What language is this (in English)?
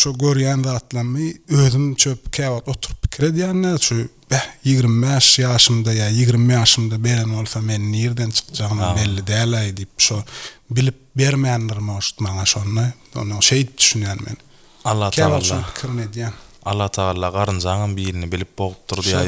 Turkmen